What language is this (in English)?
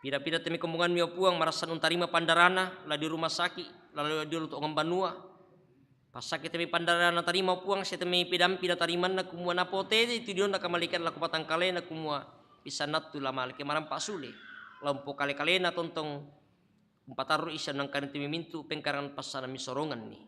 Toraja-Sa'dan